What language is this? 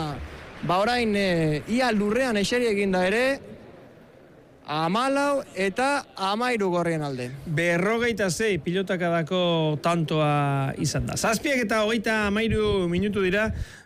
Basque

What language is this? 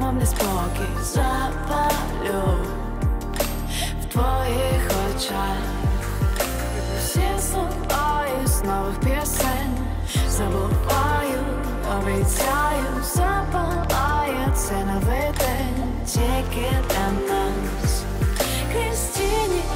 Ukrainian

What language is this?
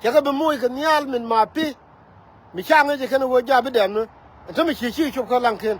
Nuer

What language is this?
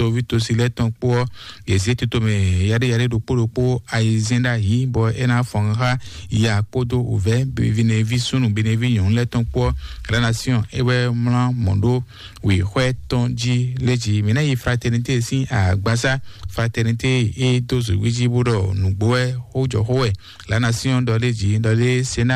Fon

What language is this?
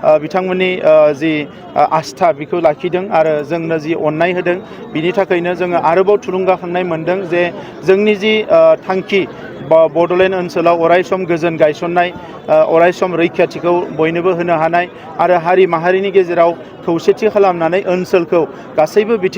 Bodo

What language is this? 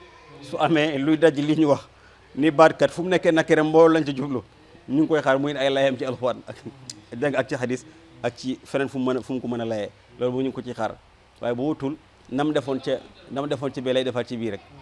Wolof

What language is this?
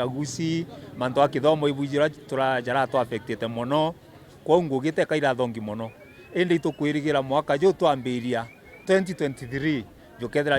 Meru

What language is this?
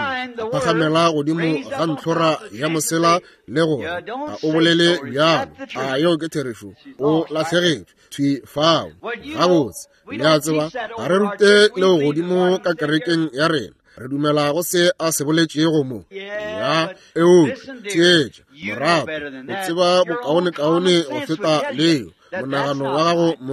Northern Sotho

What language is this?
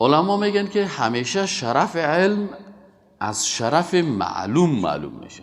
Persian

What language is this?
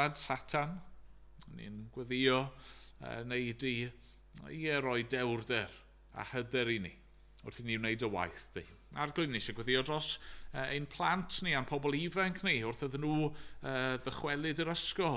Welsh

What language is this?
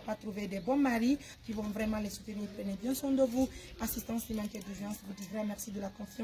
Pular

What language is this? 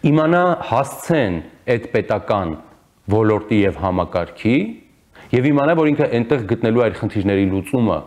Armenian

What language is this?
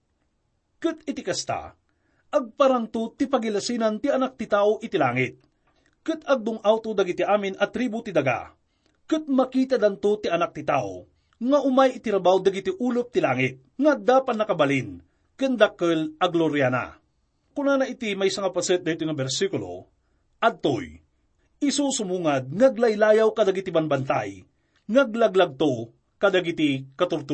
Iloko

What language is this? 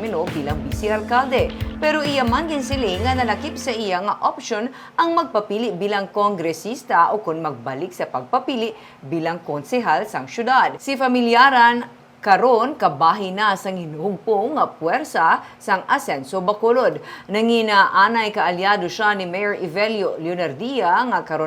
Hiligaynon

